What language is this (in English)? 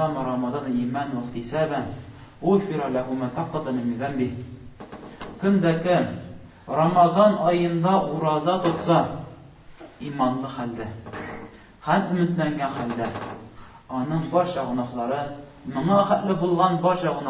Tatar